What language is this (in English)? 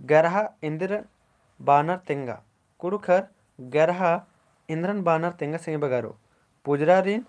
Kurukh